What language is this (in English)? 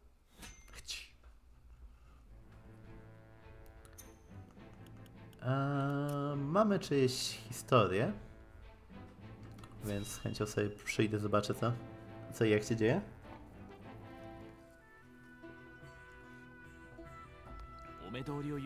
Polish